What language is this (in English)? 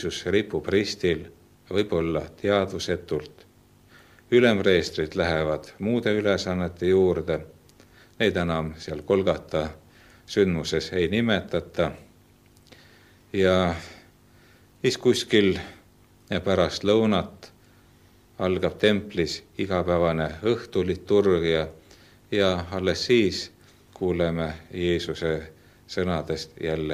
Estonian